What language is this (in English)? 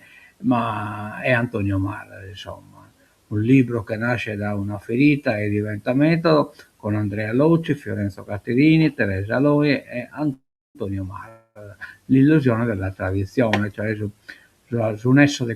Sardinian